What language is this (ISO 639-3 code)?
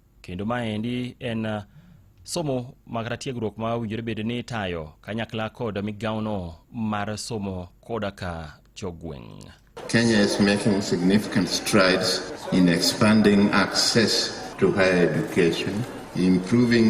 luo